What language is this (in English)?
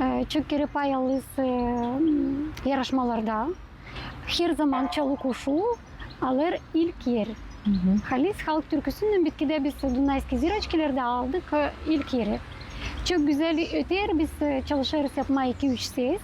Gagauz